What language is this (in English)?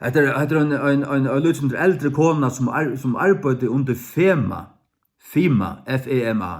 Faroese